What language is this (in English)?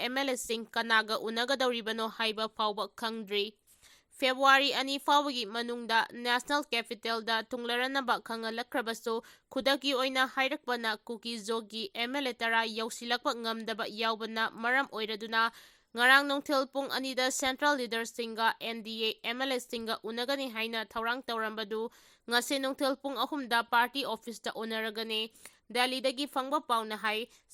Manipuri